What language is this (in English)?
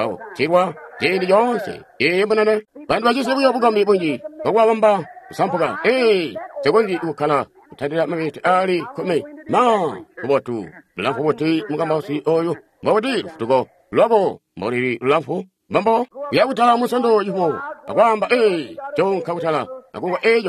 Tonga (Zambia)